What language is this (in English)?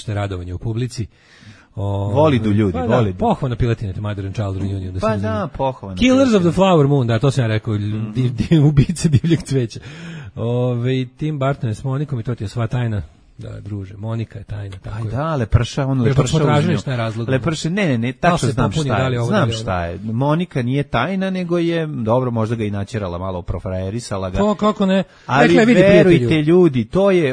Serbian